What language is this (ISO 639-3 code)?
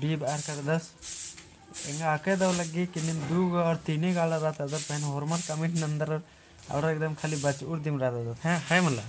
kru